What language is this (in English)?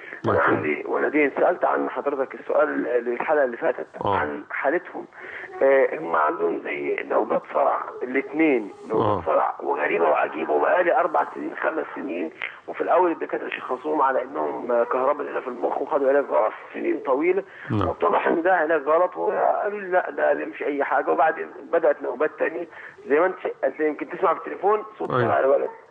Egyptian Arabic